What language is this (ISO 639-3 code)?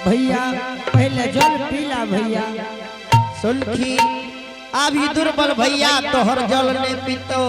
anp